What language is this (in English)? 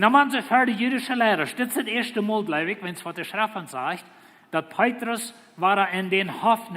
Plautdietsch